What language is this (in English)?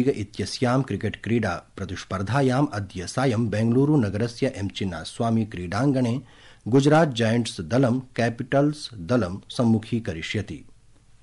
Sanskrit